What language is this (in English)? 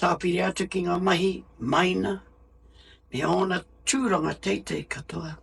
Māori